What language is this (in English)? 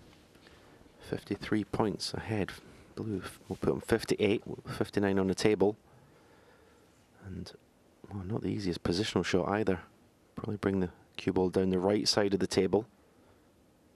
English